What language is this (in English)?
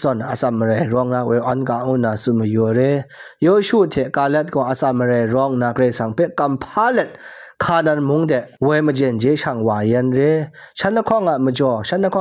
Kachin